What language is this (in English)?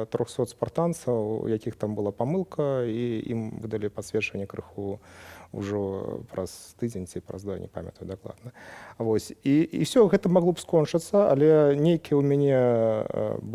Belarusian